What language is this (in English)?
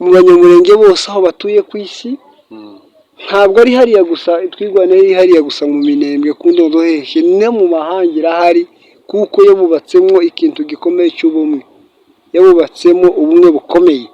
Kinyarwanda